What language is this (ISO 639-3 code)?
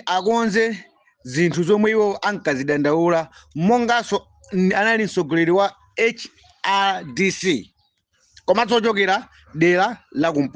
nya